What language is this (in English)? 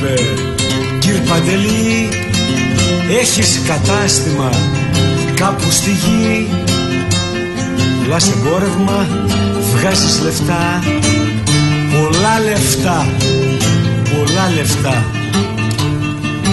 Greek